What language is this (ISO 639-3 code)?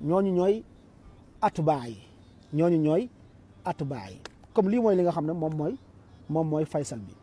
wol